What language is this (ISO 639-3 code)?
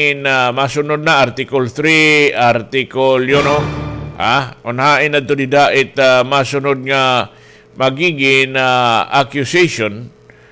war